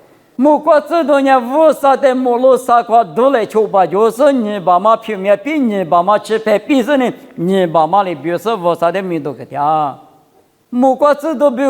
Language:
Lisu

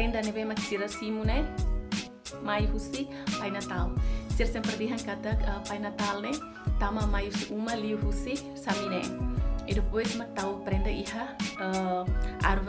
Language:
Tetum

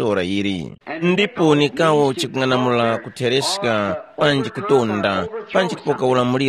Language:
Tumbuka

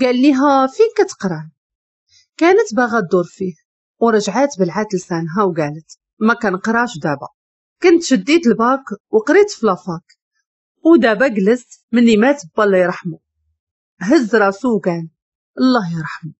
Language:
Moroccan Arabic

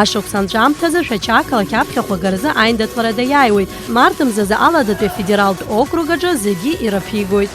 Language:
Abkhazian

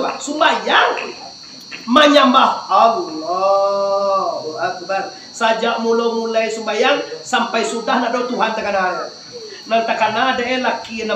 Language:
Minangkabau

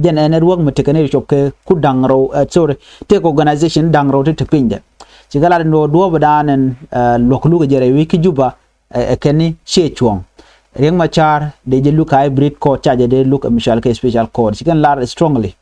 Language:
Nuer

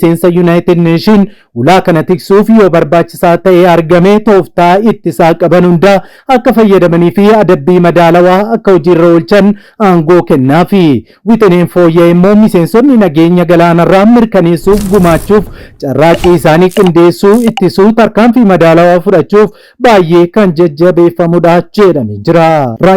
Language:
Oromo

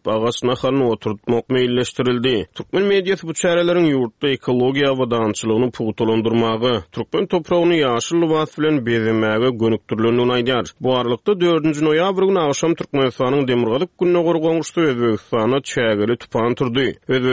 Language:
Turkmen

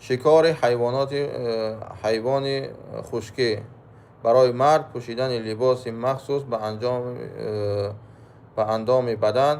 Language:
Tajik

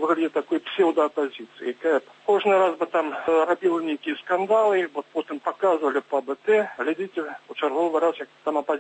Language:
Belarusian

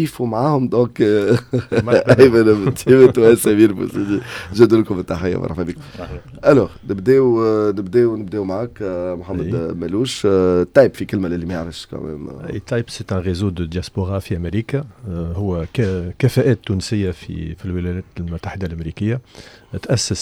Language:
Tunisian Arabic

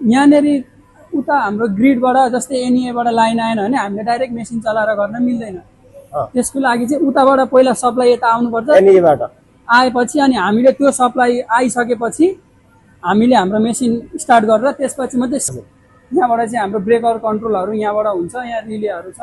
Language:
Nepali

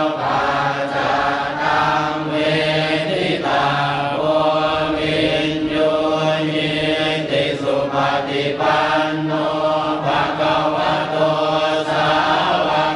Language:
Pali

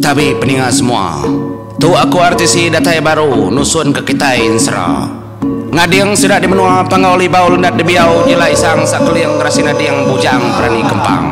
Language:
Iban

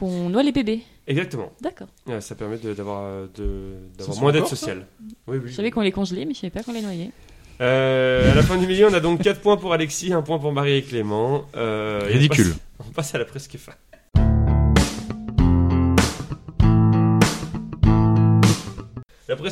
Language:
French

